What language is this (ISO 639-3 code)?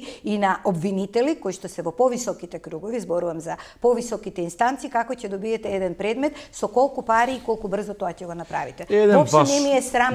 mkd